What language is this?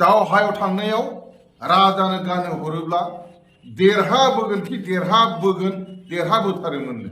Bodo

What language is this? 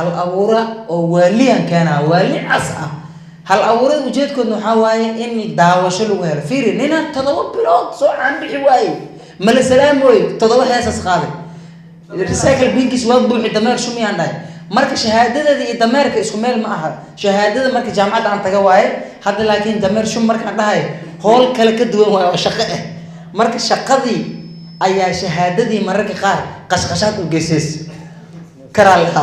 Somali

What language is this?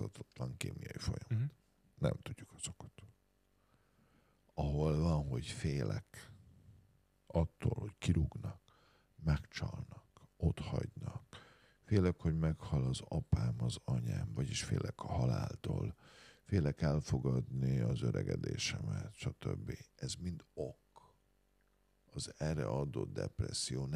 Hungarian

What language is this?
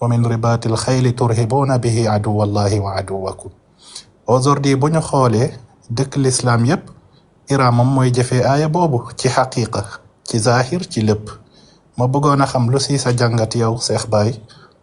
Wolof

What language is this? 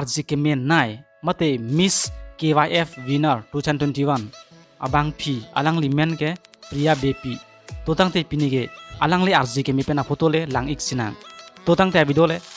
Karbi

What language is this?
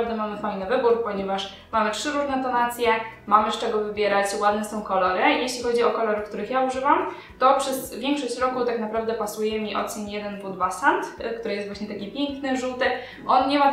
Polish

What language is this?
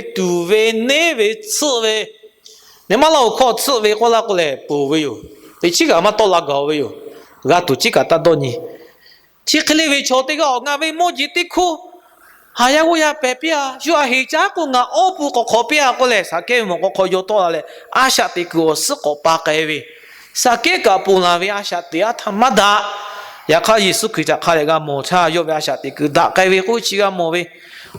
Lahu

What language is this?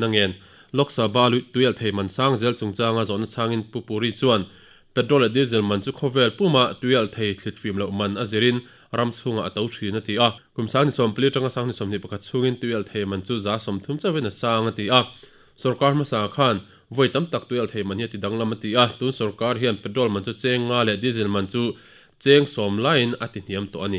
Mizo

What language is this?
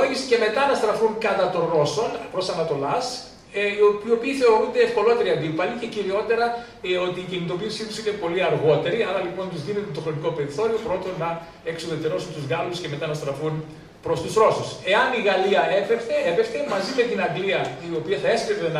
Greek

